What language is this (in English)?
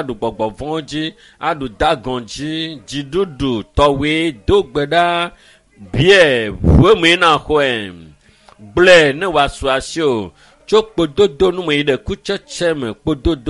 Ewe